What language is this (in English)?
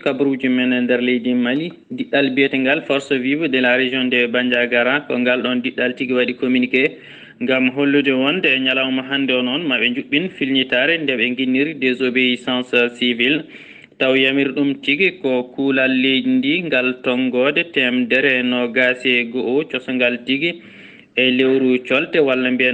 Fula